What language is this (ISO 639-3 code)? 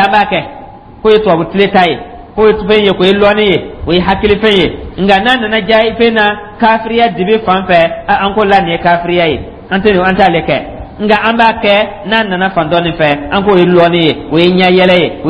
dyu